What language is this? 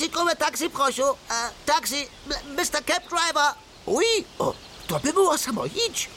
Upper Sorbian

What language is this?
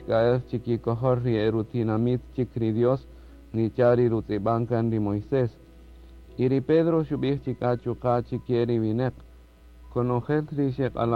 Kaqchikel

